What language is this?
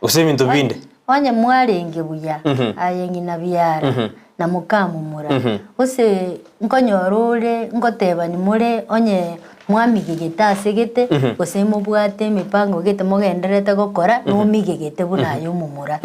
Gusii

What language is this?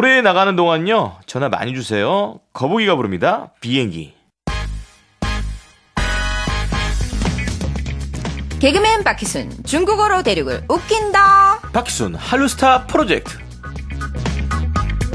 Korean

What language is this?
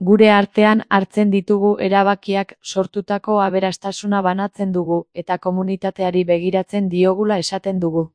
Basque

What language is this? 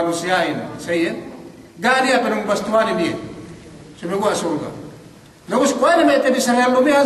Yakan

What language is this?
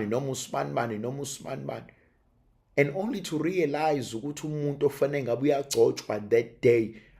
Zulu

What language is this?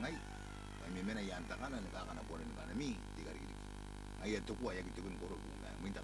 Gilbertese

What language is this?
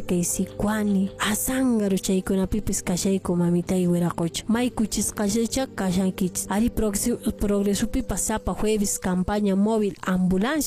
Quechua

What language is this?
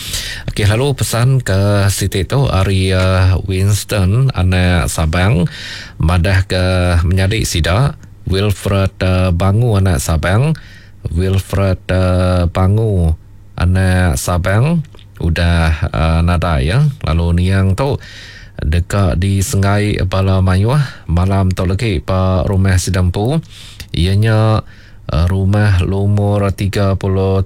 Iban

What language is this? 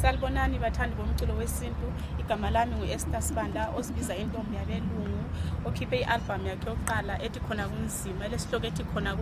North Ndebele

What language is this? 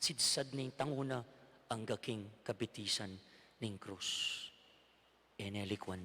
Pampanga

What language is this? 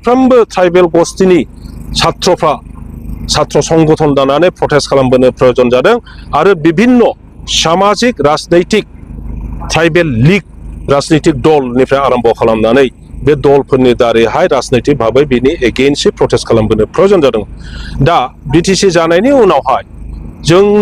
Bodo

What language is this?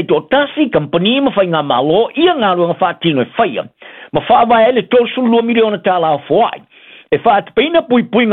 Samoan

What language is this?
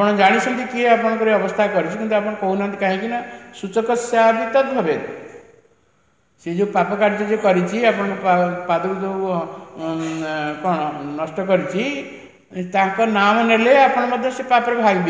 Odia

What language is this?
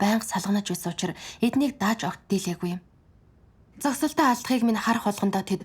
Mongolian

